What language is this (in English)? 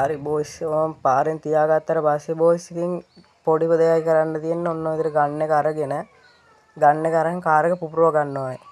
Sinhala